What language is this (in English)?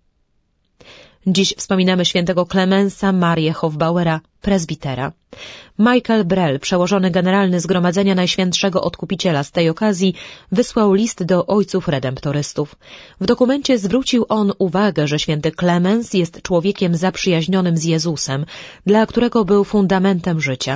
Polish